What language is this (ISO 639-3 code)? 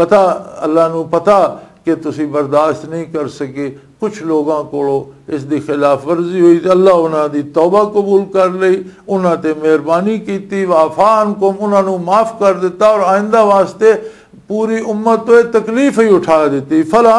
lah